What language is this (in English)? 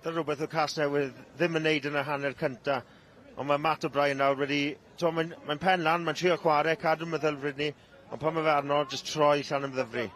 Welsh